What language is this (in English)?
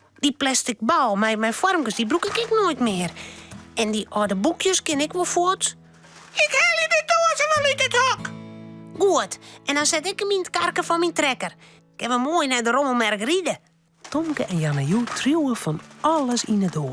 Western Frisian